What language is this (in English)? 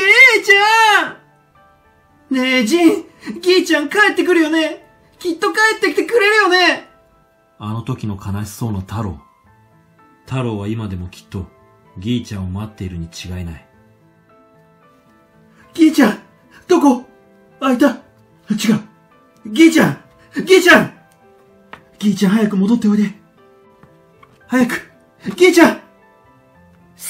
Japanese